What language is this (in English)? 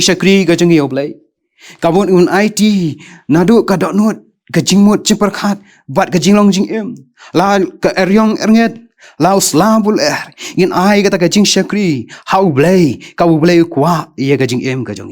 Khasi